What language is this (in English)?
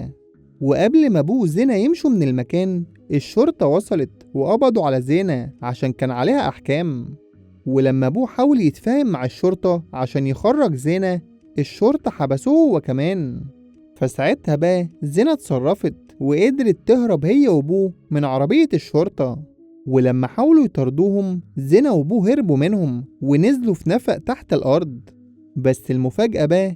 Egyptian Arabic